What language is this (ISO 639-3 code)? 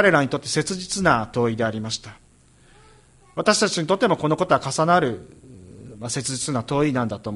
jpn